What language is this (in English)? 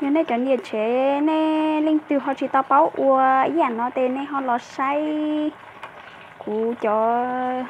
Hmong